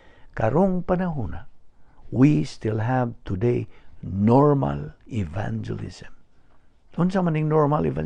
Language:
Cebuano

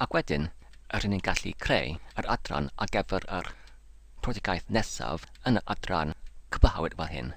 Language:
Welsh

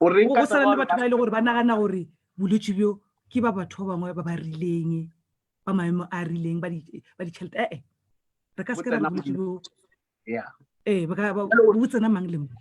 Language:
Northern Sotho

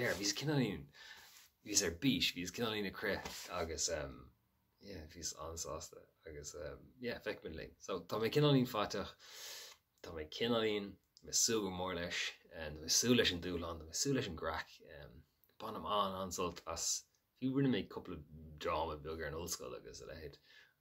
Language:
Irish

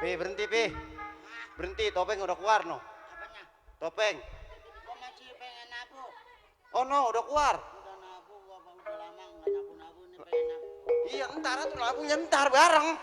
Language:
Betawi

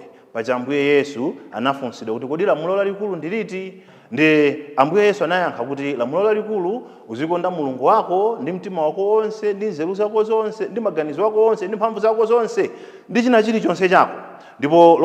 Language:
Nyanja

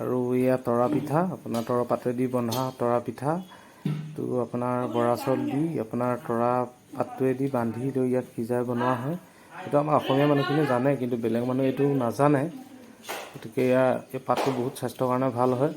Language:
Assamese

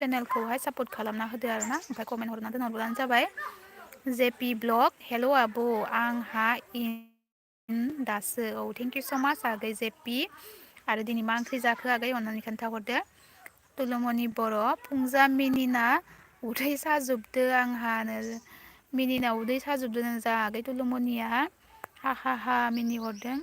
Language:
Bodo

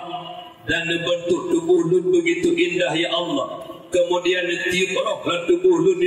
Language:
Achinese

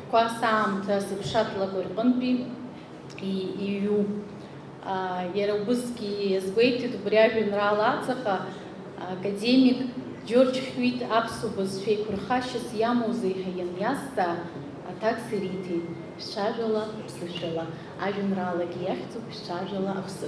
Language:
Abkhazian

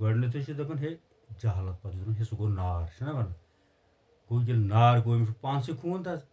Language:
Kashmiri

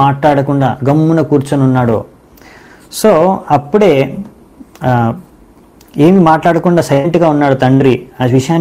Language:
Telugu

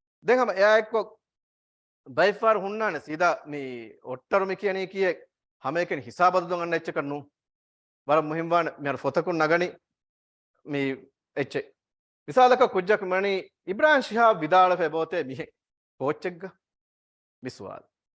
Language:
Divehi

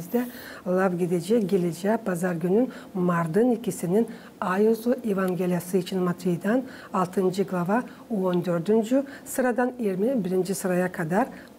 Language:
Gagauz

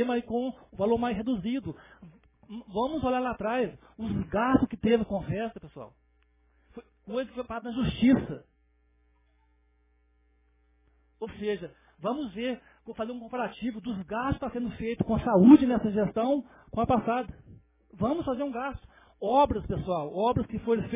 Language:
Portuguese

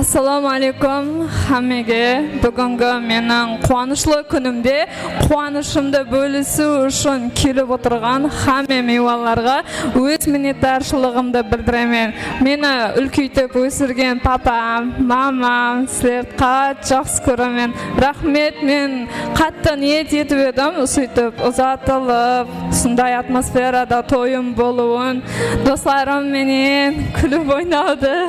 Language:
Kara-Kalpak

